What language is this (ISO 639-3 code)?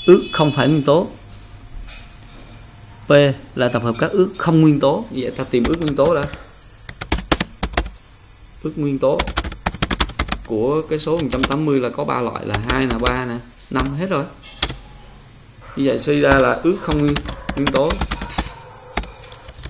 vie